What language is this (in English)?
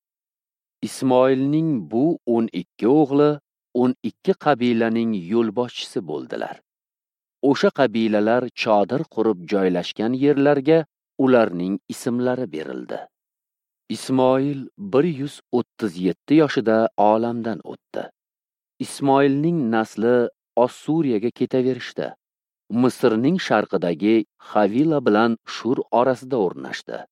Uzbek